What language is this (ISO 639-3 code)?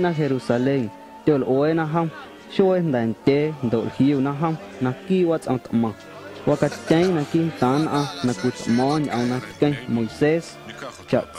amu